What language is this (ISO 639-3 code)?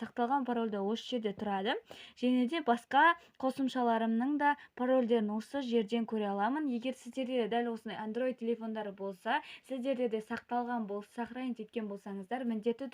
kaz